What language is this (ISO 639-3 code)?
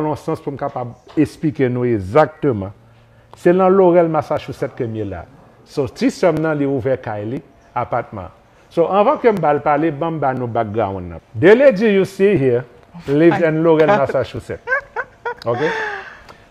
hat